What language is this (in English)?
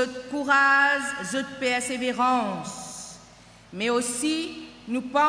Morisyen